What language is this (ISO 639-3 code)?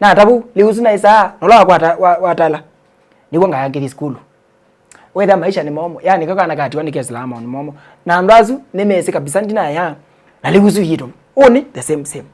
kam